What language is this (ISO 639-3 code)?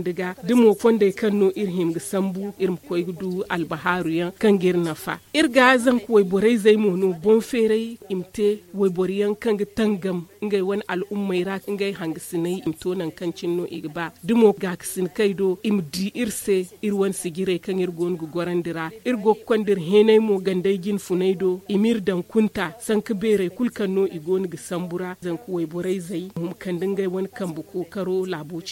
dje